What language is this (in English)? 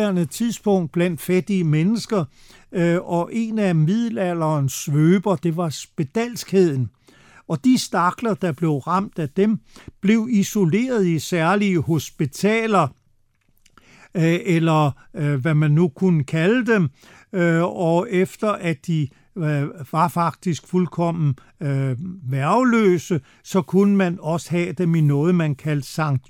Danish